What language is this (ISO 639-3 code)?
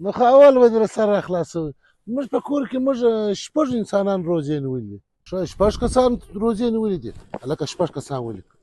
pus